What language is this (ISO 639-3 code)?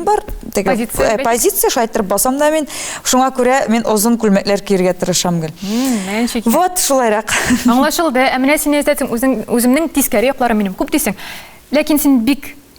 tat